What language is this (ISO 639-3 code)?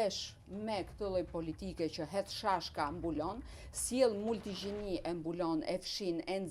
sqi